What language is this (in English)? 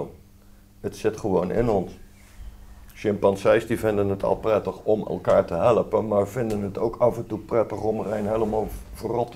Dutch